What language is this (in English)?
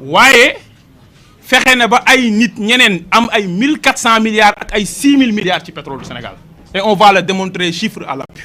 Wolof